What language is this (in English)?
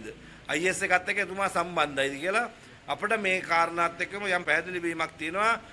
Sinhala